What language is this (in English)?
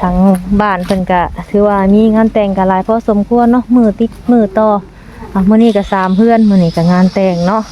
Lao